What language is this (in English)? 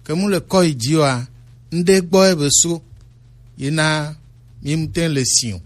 Gen